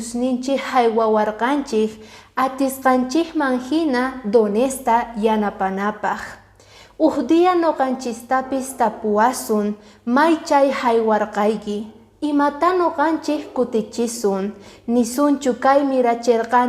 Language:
Quechua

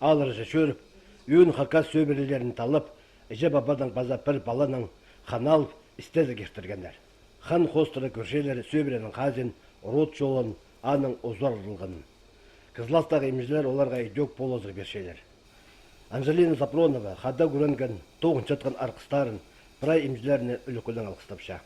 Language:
Khakas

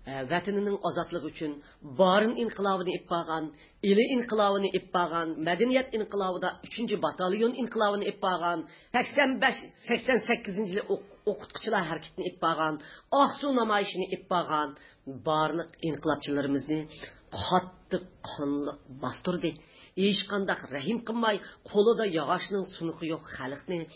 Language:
Uyghur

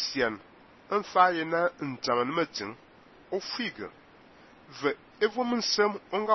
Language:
Fang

